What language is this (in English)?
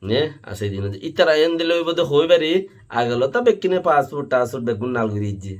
Rohingya